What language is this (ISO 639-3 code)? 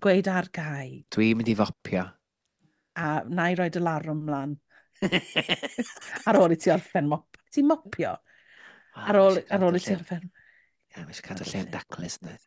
cym